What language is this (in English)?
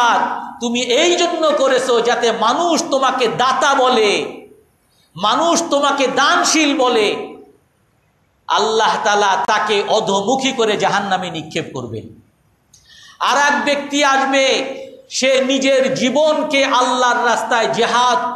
Bangla